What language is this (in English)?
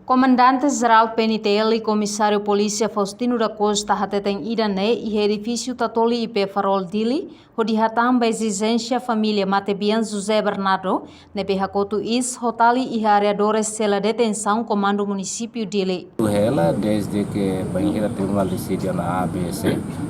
Tetum